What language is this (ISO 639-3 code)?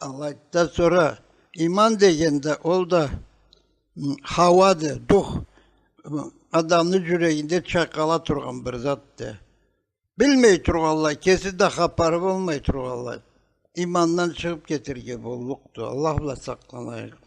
krc